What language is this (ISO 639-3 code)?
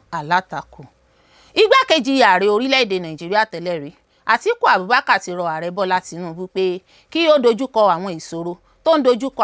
yor